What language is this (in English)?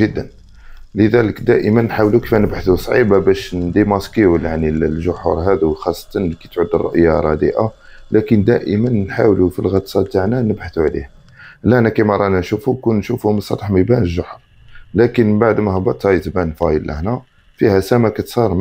Algerian Arabic